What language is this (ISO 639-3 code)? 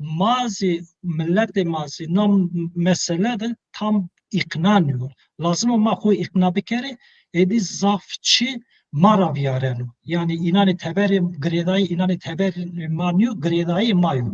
zza